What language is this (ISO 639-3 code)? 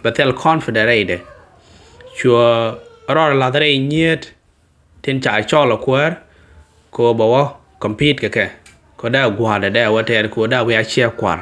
nus